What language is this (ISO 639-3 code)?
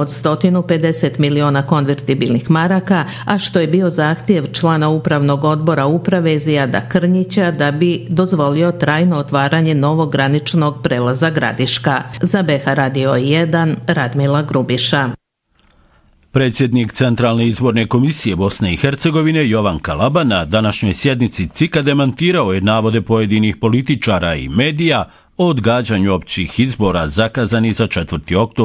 bos